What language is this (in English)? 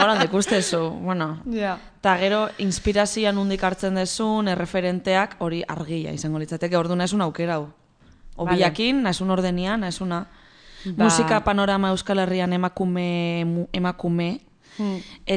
Basque